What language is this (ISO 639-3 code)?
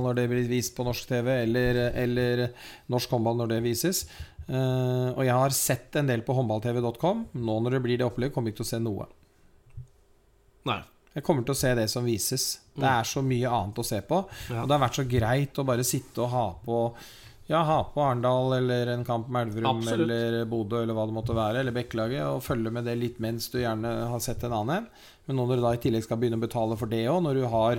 nor